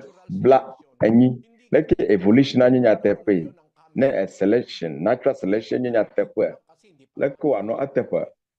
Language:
Ewe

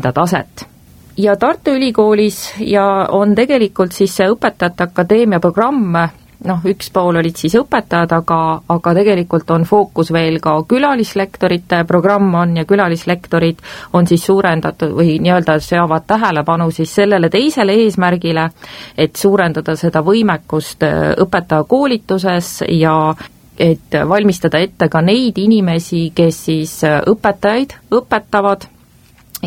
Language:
Estonian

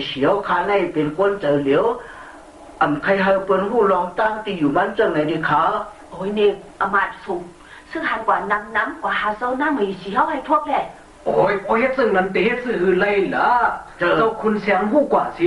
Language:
Shan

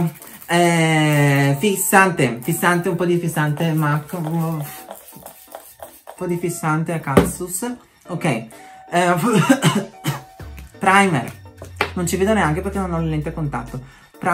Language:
Italian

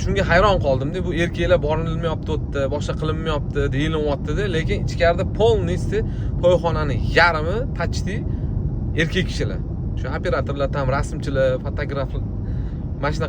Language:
Uzbek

